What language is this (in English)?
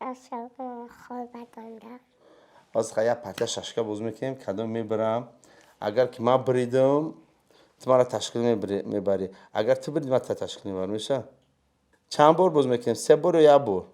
Tajik